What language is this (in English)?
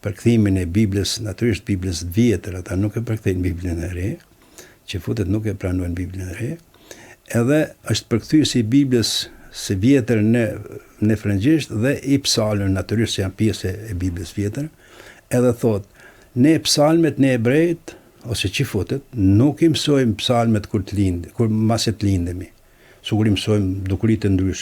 Albanian